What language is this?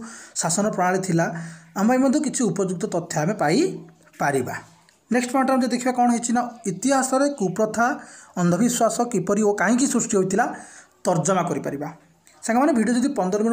Odia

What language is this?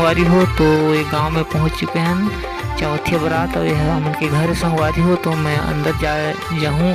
Chhattisgarhi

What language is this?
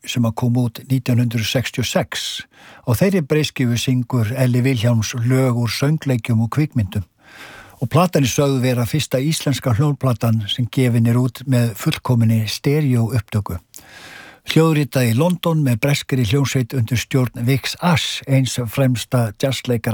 Icelandic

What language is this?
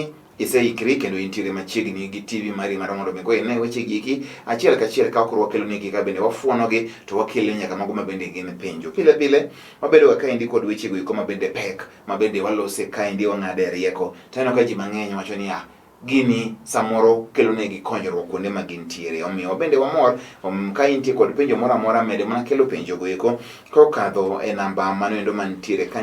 Luo (Kenya and Tanzania)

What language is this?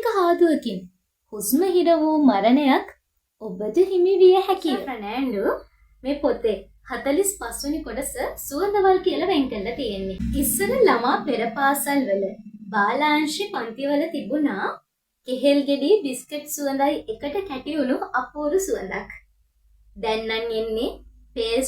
Sinhala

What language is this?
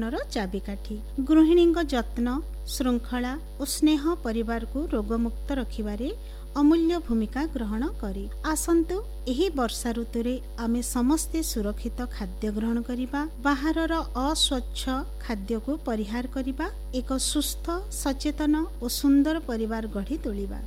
Odia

